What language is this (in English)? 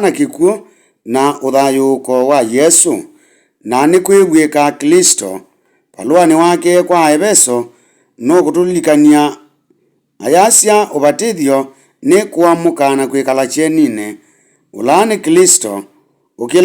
Kamba